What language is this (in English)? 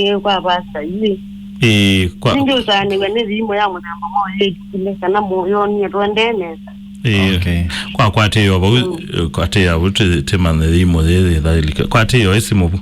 Kamba